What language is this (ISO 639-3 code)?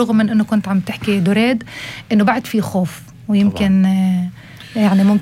apc